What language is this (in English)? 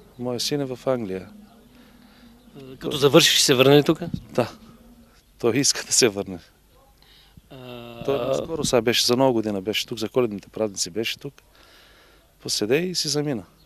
Bulgarian